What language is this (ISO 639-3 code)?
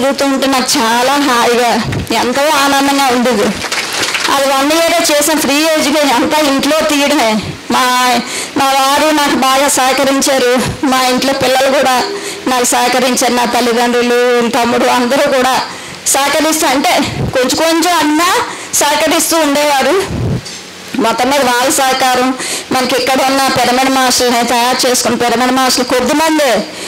tel